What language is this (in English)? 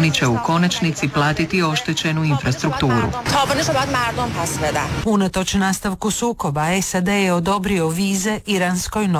Croatian